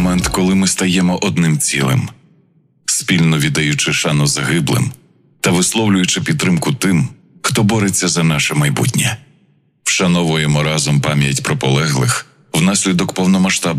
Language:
Ukrainian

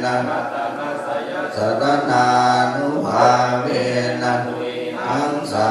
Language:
Pali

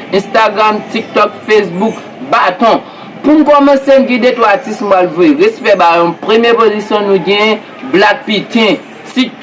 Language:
Haitian Creole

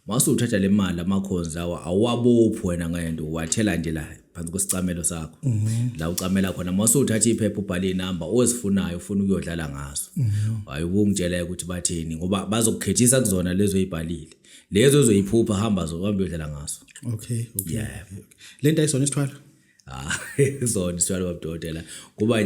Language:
Zulu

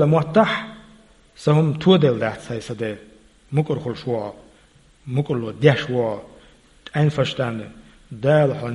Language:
Chechen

